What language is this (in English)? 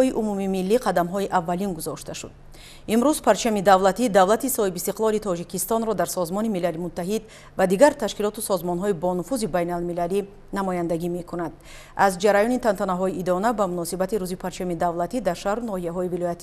Tajik